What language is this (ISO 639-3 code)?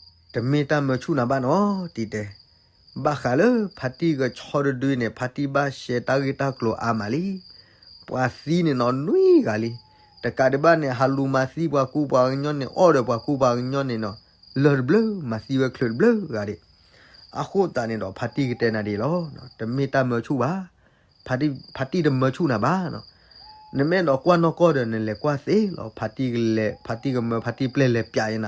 ksw